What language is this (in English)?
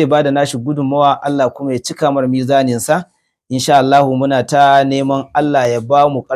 Hausa